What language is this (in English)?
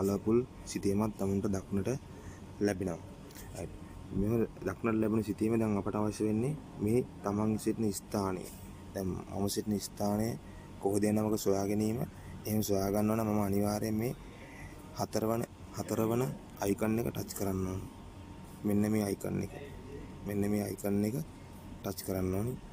Sinhala